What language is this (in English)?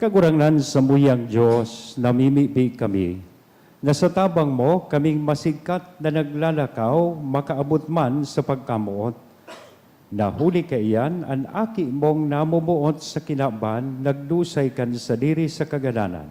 Bikol